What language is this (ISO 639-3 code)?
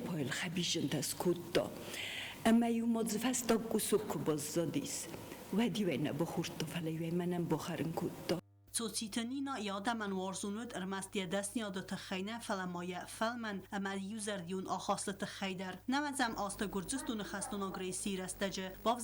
oss